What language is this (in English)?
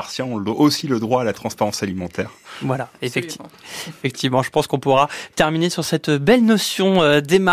French